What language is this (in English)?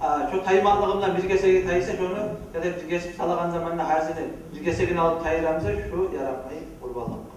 Kumyk